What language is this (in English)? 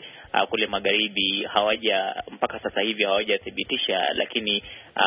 Swahili